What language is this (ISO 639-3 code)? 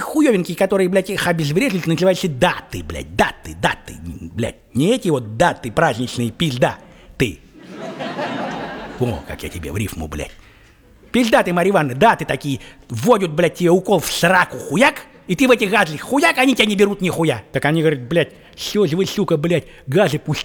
rus